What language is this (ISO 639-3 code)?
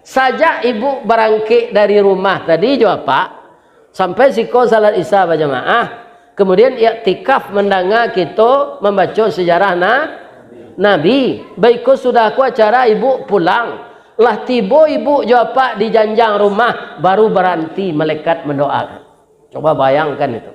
min